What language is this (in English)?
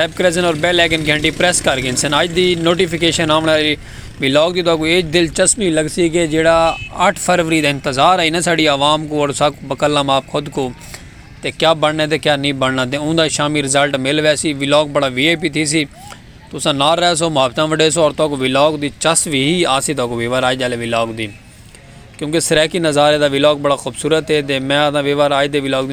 Saraiki